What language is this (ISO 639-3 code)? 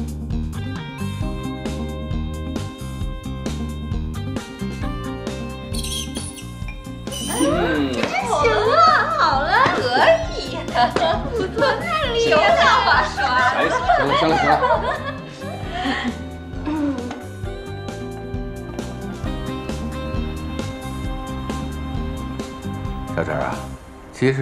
zho